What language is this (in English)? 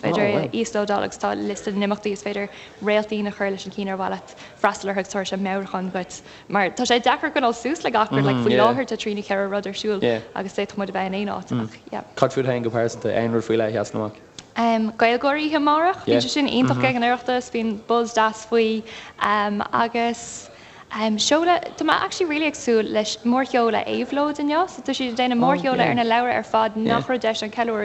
Irish